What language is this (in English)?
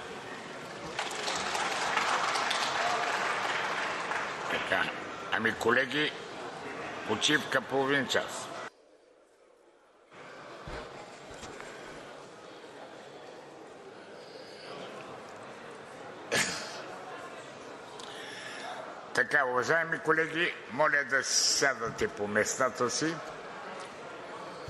Bulgarian